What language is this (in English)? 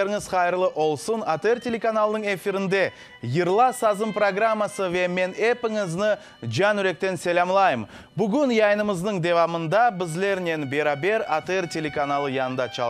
Crimean Tatar